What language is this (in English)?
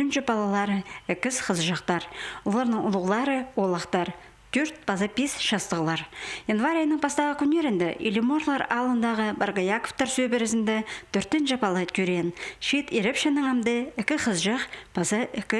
Khakas